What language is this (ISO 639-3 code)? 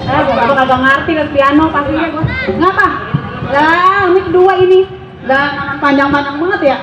bew